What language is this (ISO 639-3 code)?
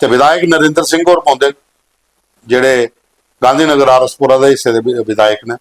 doi